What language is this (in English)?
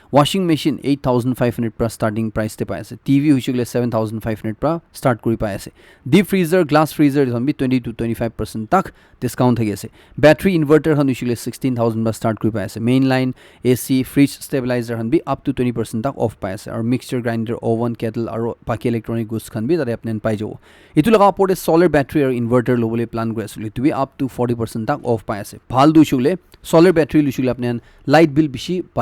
Naga Pidgin